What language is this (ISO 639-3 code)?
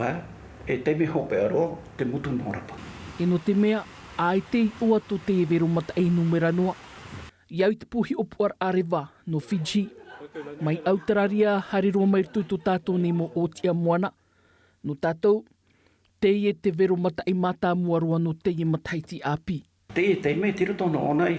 tah